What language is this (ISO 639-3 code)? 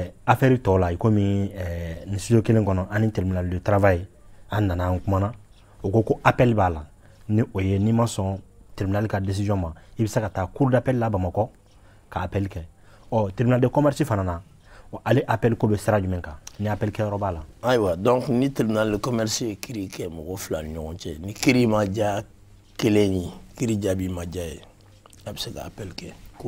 bam